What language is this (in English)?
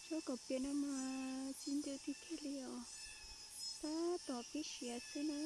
Hmong